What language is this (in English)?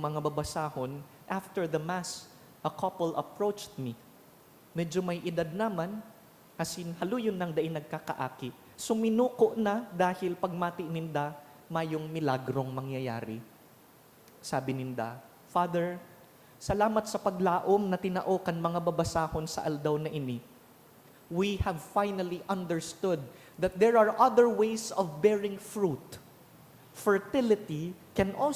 Bikol